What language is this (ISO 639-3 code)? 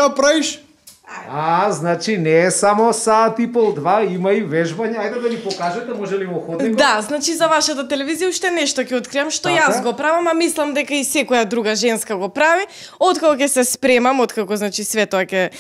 mkd